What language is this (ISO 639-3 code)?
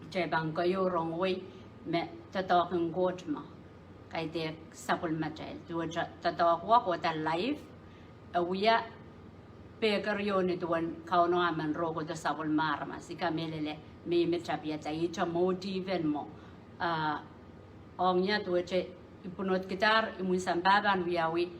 pon